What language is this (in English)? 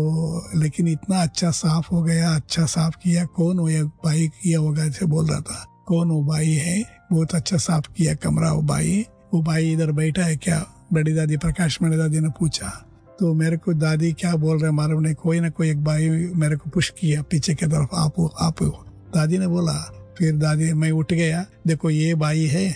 Hindi